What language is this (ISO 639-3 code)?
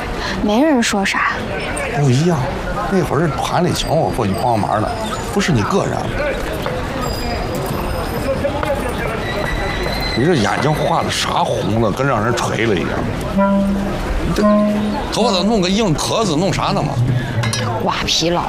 zho